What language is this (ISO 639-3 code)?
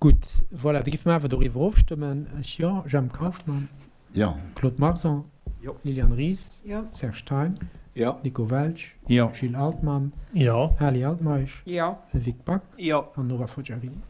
ltz